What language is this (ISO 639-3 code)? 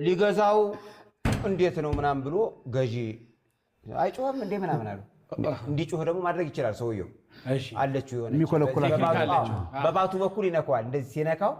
amh